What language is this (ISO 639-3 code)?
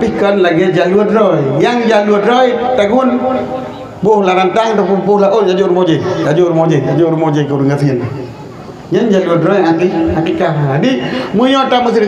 ace